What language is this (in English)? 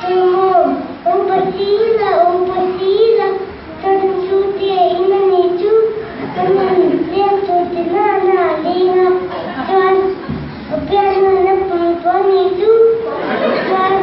Mizo